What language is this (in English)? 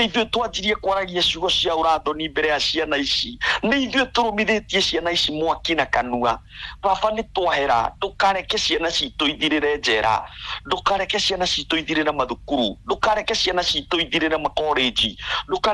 Kikuyu